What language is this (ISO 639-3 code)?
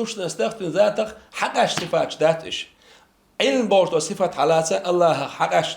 che